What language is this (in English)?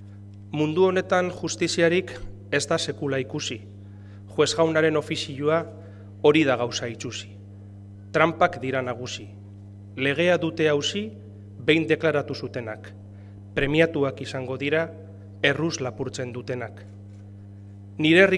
Basque